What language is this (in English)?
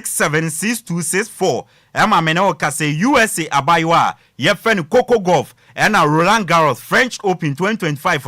Akan